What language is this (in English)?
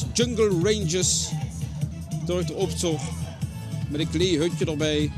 Limburgish